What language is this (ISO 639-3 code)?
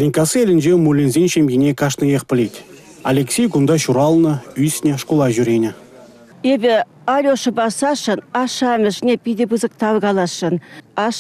chv